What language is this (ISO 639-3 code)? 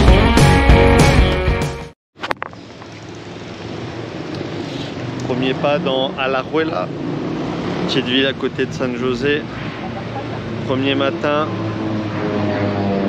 fra